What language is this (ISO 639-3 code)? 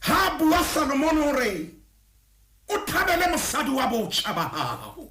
sot